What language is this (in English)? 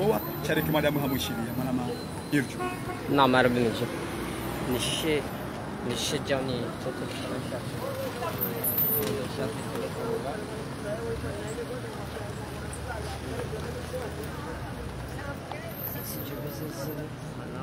Swahili